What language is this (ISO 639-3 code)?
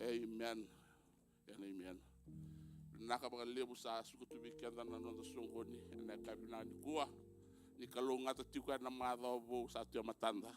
fij